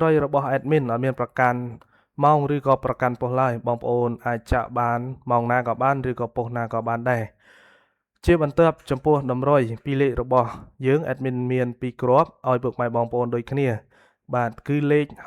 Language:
Khmer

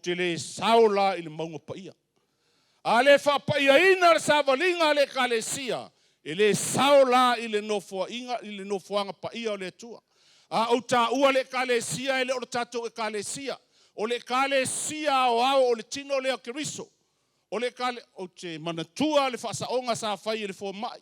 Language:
Samoan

